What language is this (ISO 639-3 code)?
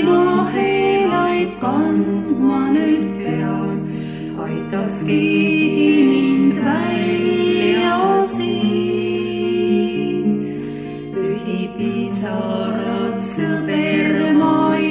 est